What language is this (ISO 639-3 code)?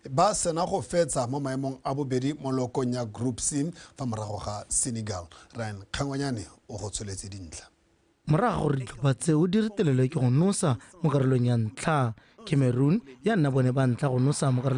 tsn